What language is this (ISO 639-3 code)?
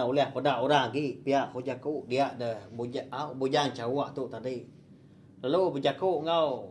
iba